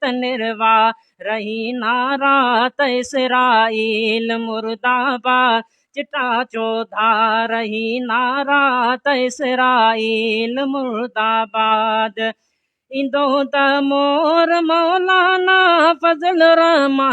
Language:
Sindhi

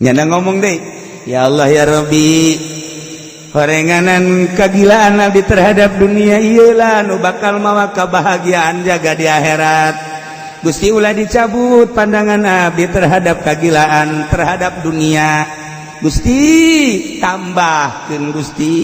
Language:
Sundanese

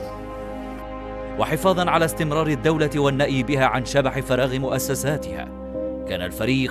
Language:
Arabic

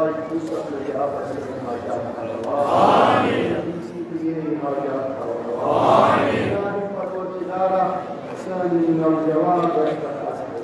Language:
Kashmiri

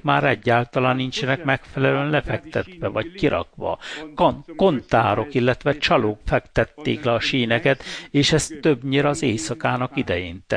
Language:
Hungarian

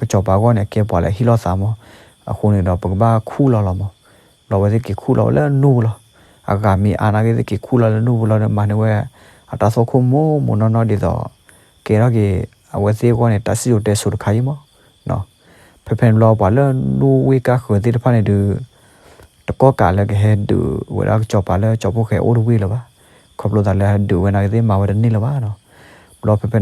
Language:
S'gaw Karen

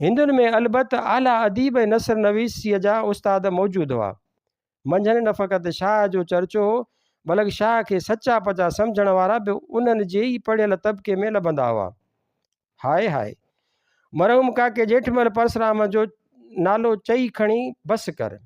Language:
Sindhi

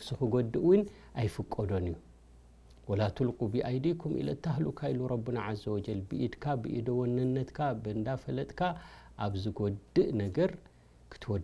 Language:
Tigrinya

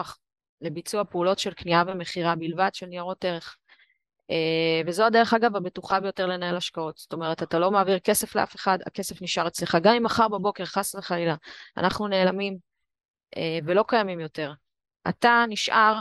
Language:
Hebrew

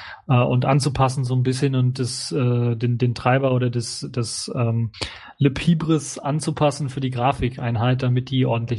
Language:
German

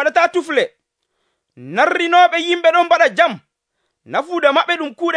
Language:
Nigerian Fulfulde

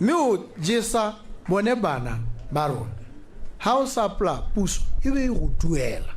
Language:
Tswana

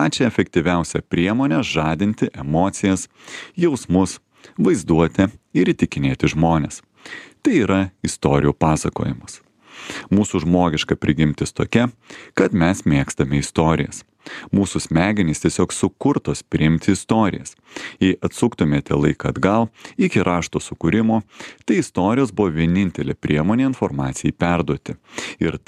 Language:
Lithuanian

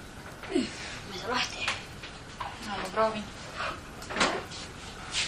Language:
Estonian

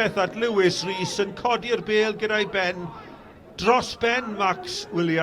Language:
Welsh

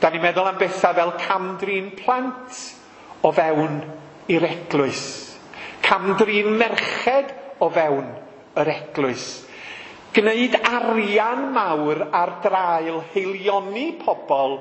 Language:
Welsh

